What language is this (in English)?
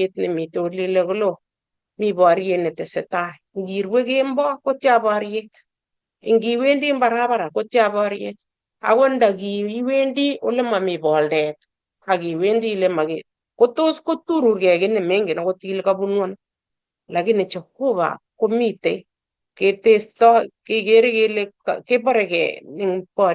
Kalenjin